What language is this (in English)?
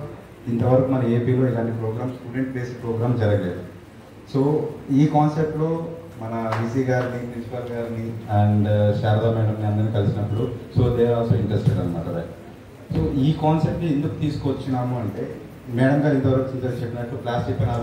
Telugu